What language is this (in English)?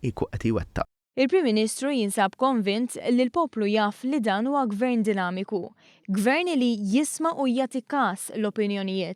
Maltese